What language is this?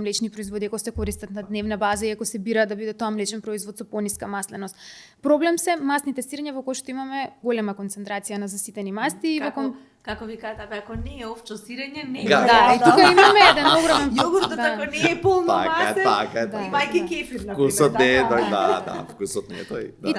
Macedonian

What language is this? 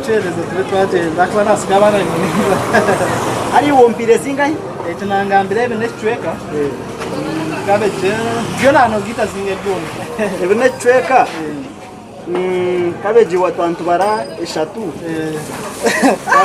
Nyankole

